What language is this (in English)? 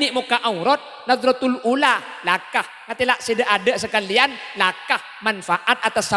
Madurese